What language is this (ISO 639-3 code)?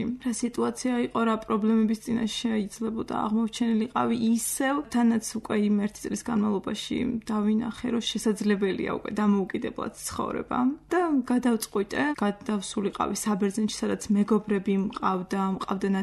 kat